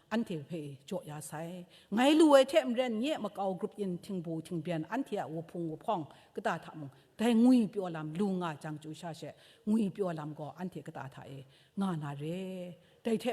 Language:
Kachin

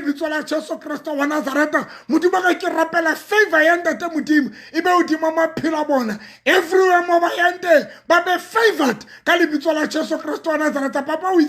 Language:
Southern Sotho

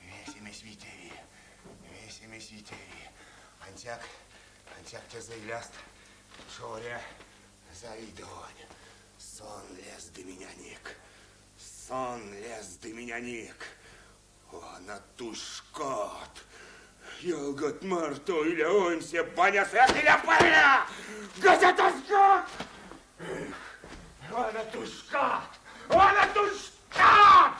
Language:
Erzya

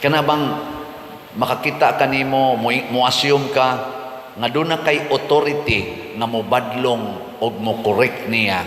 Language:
Cebuano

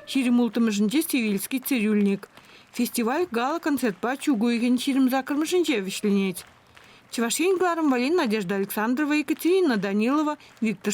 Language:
Chuvash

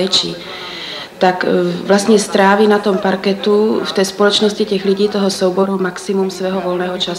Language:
Czech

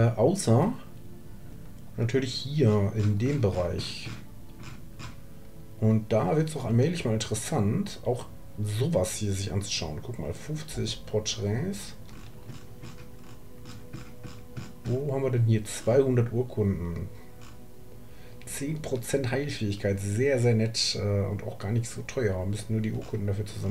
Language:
German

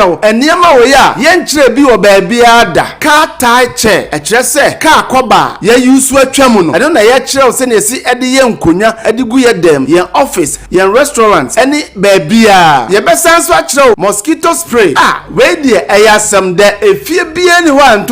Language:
Akan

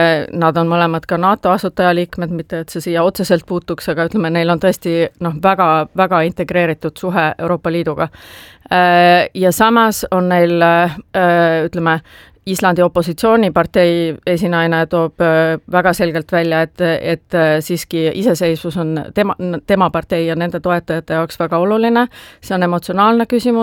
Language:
Estonian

